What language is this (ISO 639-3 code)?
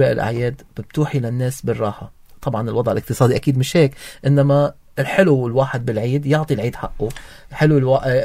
apc